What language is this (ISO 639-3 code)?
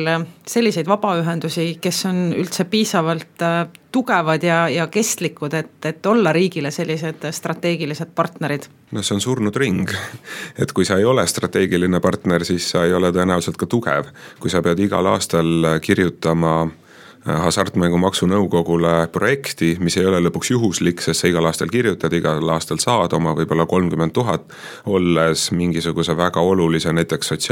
est